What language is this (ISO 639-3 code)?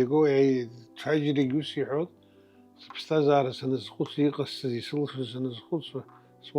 abk